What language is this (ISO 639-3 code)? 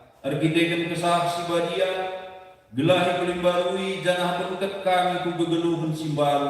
btx